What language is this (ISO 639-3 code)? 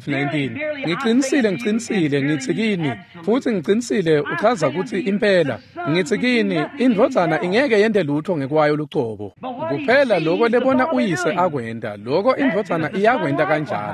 ssw